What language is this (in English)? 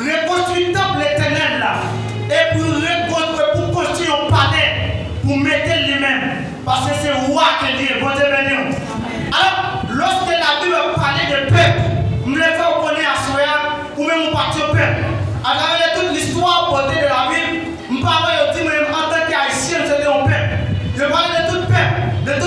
Haitian Creole